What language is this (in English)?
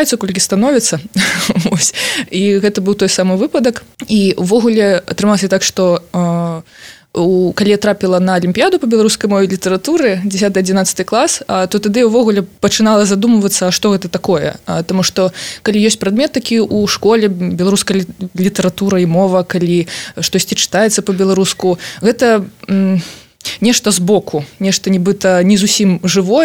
Belarusian